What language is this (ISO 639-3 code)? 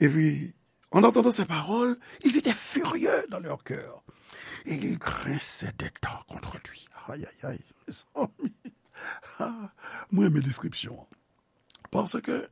hat